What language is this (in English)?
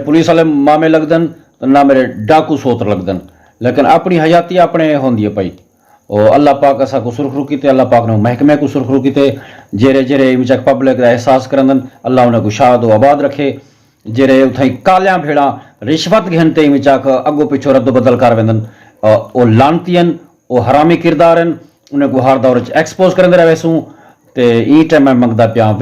Saraiki